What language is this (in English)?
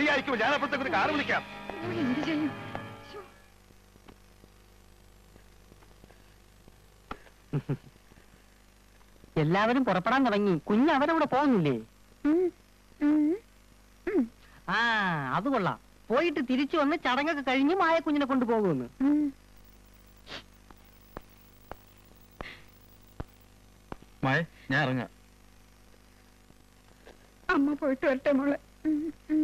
Malayalam